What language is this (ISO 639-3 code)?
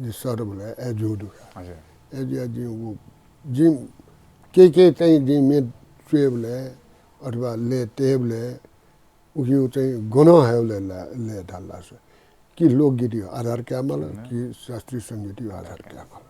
new